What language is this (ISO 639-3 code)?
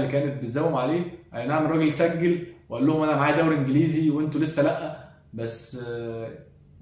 arz